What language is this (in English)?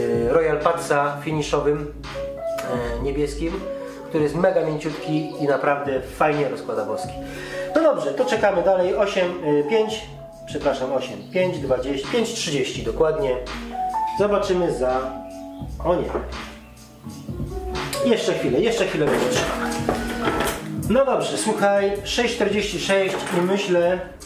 Polish